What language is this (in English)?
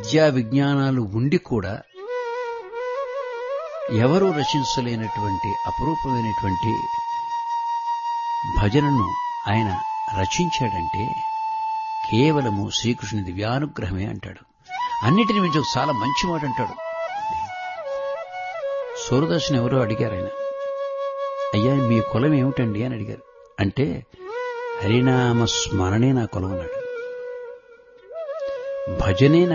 Telugu